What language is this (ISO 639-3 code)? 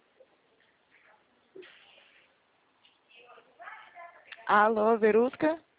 por